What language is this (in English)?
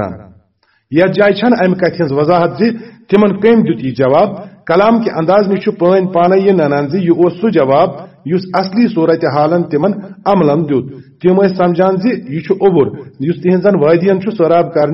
Kashmiri